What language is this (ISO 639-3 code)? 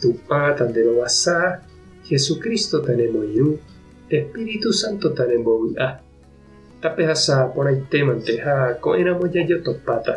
grn